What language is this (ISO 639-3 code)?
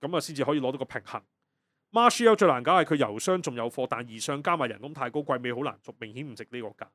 yue